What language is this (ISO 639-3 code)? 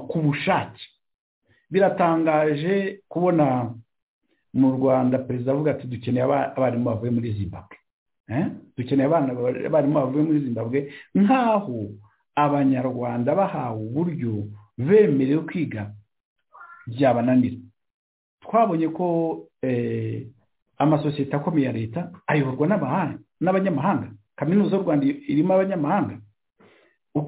kin